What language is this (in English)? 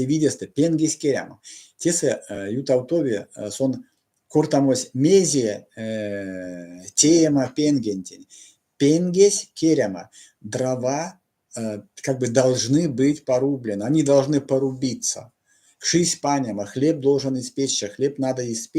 Erzya